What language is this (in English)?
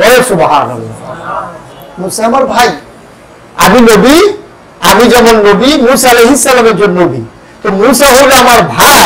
Bangla